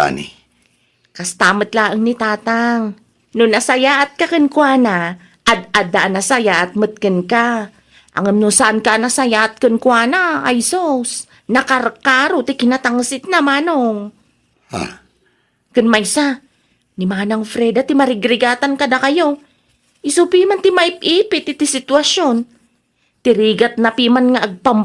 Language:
Iloko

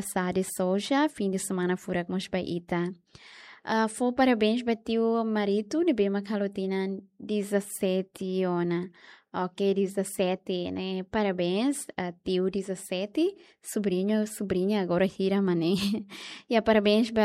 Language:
Tetum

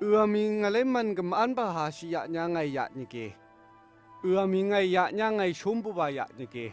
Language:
Phom Naga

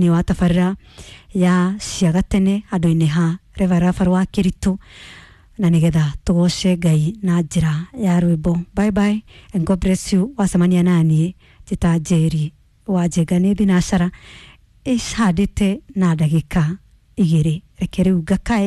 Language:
Kikuyu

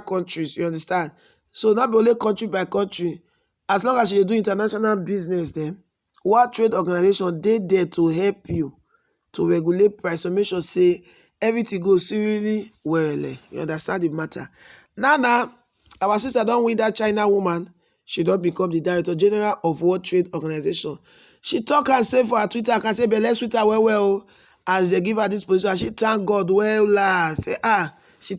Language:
Nigerian Pidgin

